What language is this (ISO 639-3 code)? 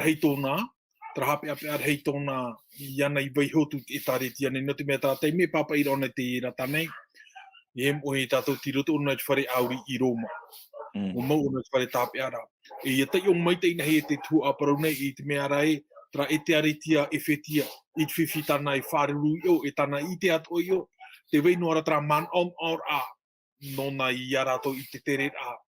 tah